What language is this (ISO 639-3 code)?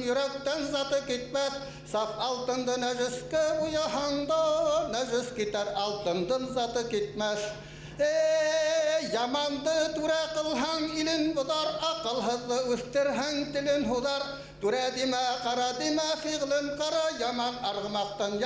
bak